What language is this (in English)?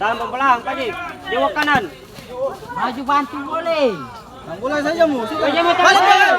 Ambonese Malay